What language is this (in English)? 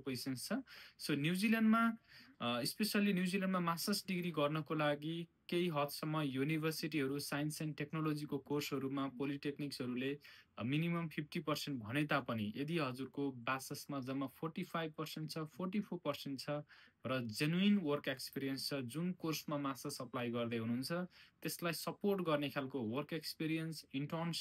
Nepali